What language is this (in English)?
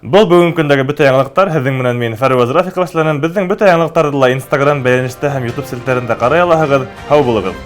Bashkir